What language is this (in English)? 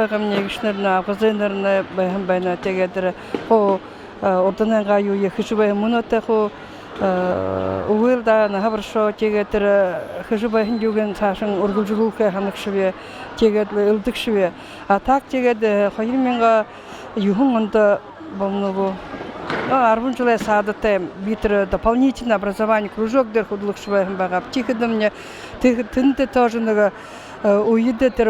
Buriat